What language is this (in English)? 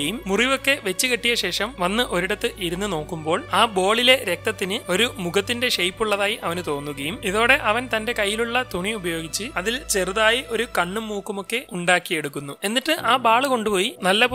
Malayalam